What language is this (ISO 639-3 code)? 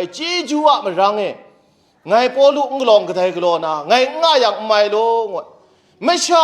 kac